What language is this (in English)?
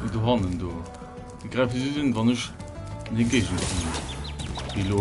Luxembourgish